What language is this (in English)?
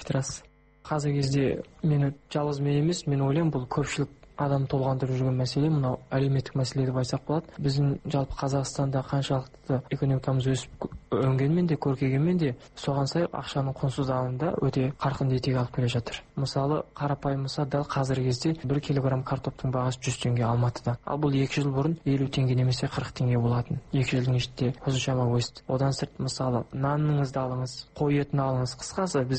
Kazakh